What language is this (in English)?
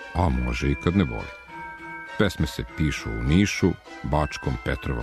Serbian